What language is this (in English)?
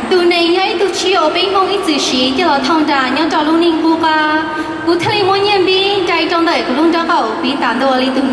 Hmong